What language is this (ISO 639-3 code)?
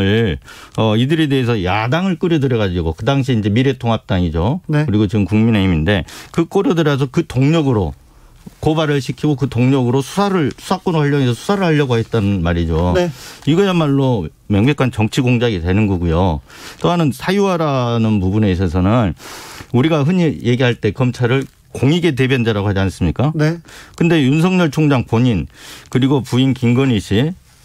kor